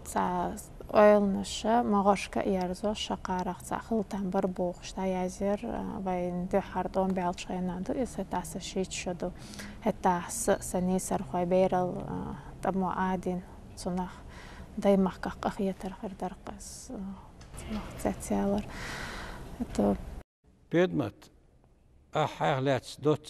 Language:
Chechen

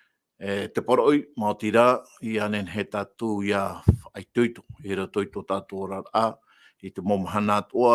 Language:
Tahitian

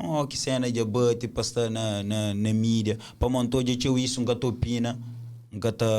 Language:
Kabuverdianu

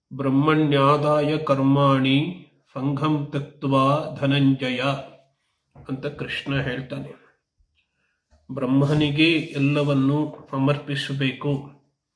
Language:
Kannada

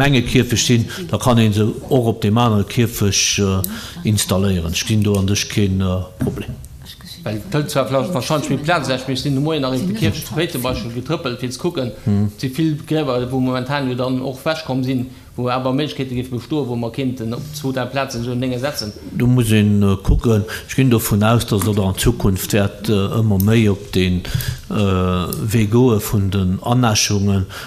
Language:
Luxembourgish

